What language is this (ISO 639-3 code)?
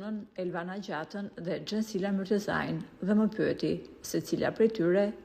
sqi